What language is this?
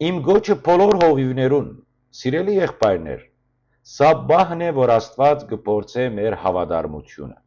Western Armenian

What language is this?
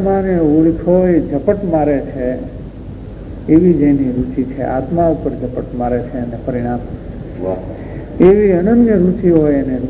Gujarati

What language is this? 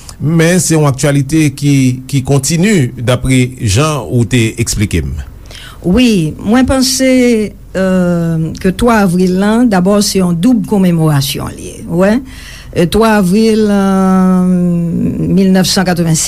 Haitian Creole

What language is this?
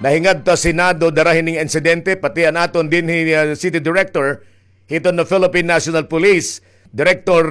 Waray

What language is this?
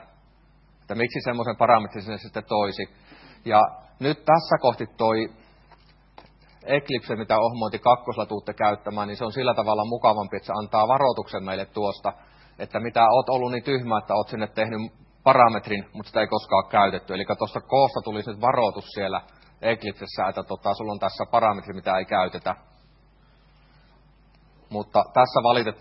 Finnish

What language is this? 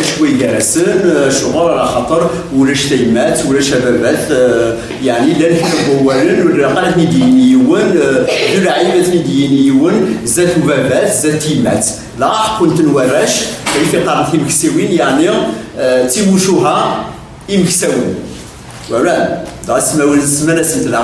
Kabyle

